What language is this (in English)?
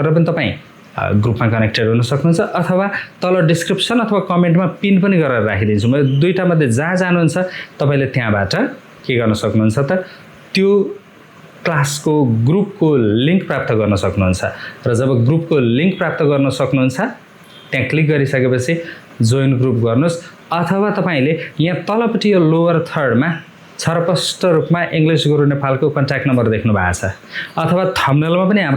Nepali